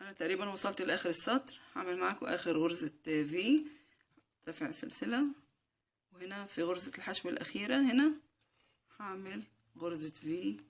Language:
Egyptian Arabic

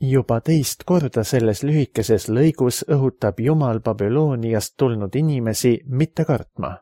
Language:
Estonian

